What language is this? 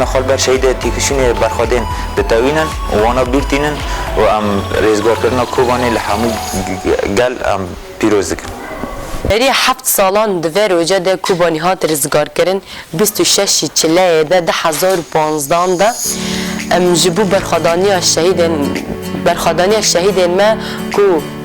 Kurdish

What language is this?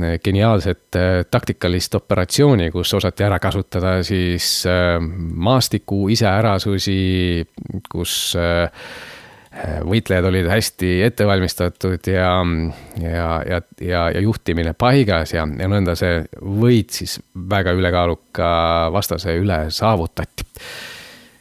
Estonian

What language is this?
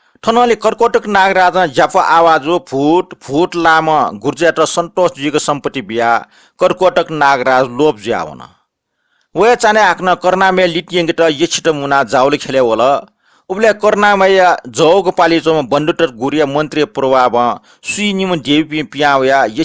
Newari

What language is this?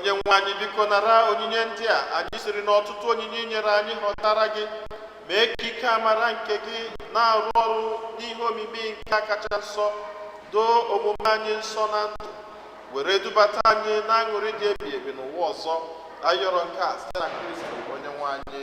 Igbo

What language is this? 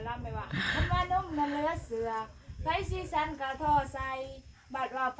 Northeastern Thai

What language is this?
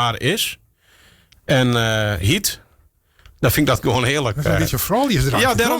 Western Frisian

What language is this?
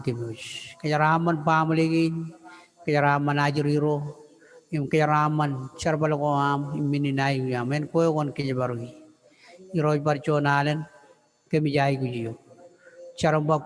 Marshallese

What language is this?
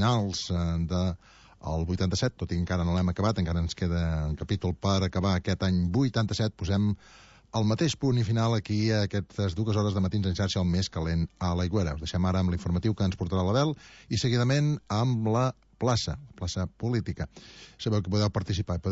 Catalan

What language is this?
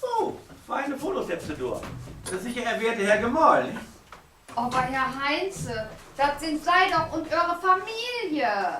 Low German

